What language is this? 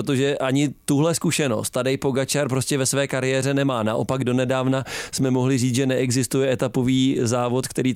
Czech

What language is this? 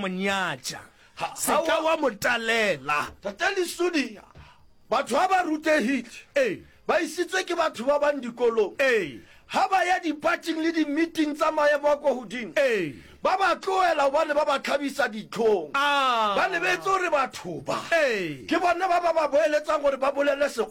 Northern Sotho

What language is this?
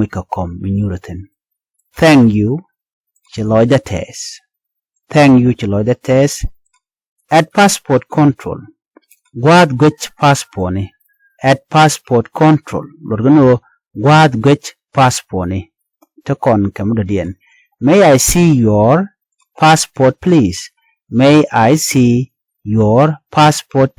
Nuer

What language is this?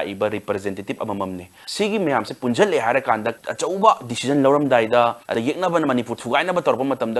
Manipuri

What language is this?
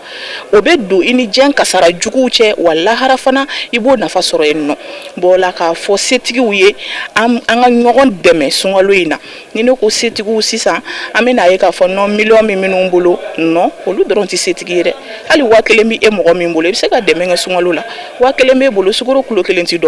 Bambara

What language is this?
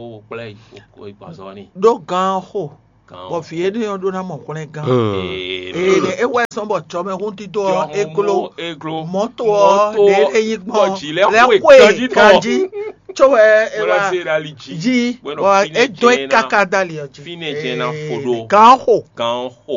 Fon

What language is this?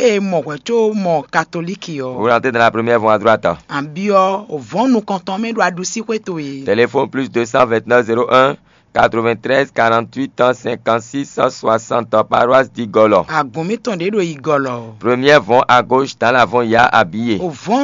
Fon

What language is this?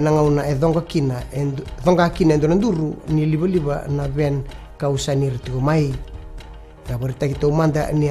Fijian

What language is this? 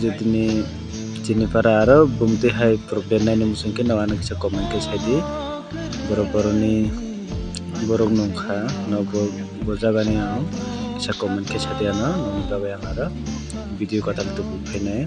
Kok Borok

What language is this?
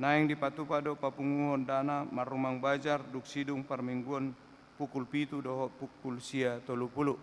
Batak Toba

